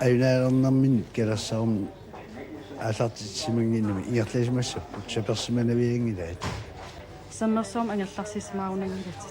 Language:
Kalaallisut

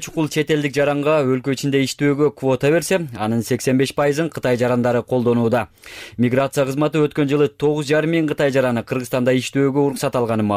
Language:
Kyrgyz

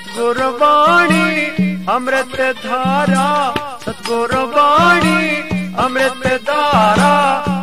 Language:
Haryanvi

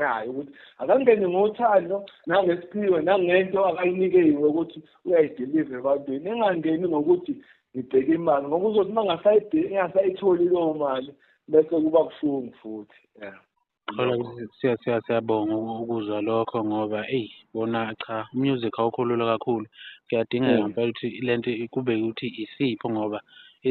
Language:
Zulu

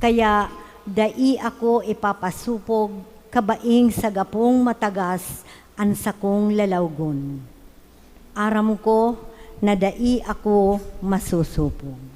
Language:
Bikol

